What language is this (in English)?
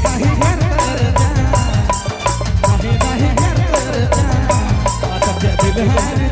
Sadri